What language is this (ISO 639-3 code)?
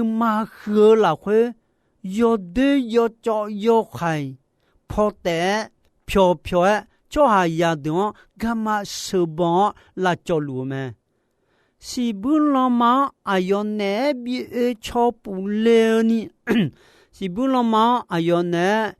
ahk